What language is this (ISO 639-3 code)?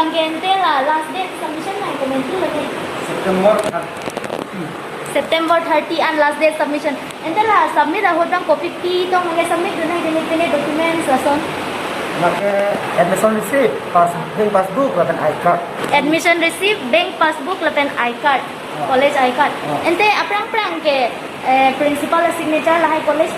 mjw